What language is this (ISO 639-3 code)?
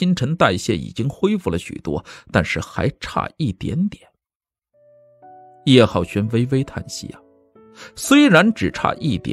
zho